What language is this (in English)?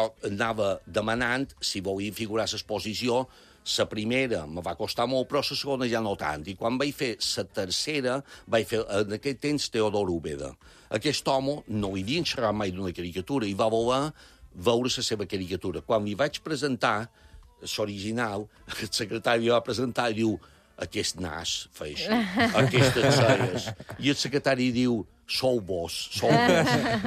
Catalan